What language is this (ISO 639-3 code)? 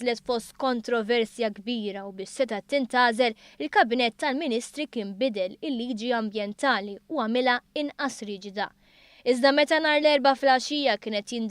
mlt